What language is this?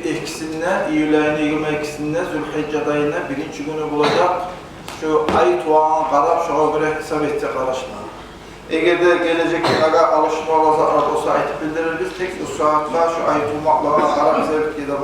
Kumyk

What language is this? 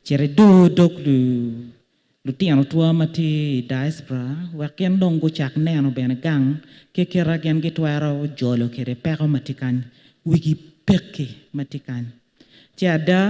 Acoli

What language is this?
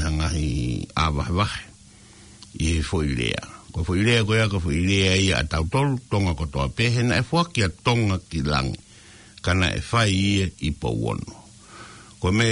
Tongan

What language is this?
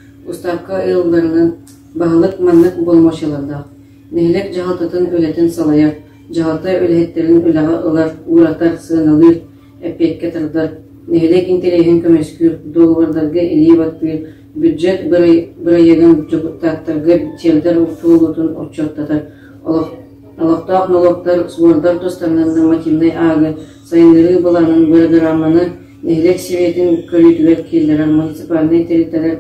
Yakut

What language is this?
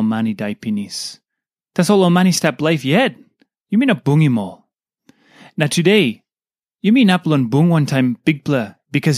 Tok Pisin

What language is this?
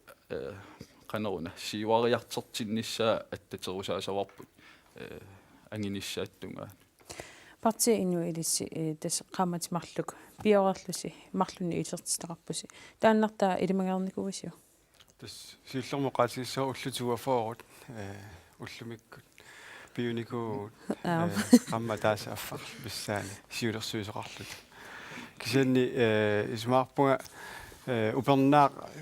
Kalaallisut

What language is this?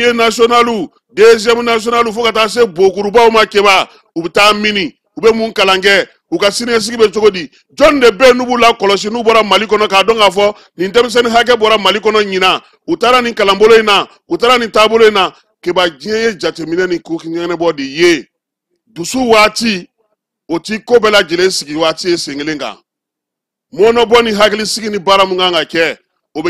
Bambara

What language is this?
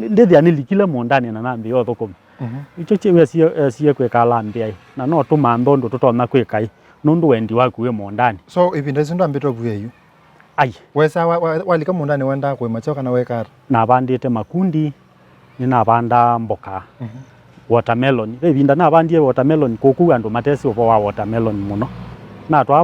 Kamba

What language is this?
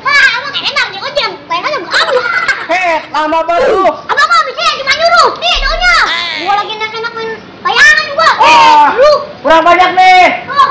Betawi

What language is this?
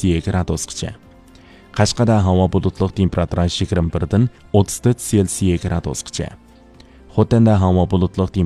Uyghur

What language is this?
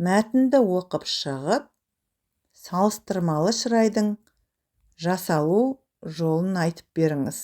Kazakh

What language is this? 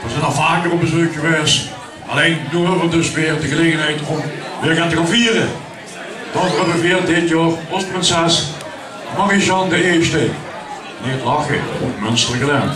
Limburgish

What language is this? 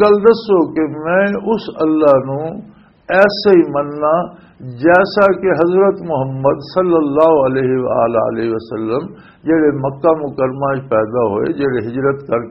Western Panjabi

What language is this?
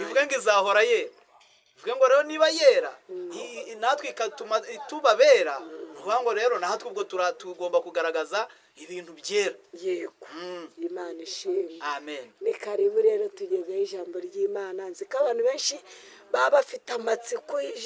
Kinyarwanda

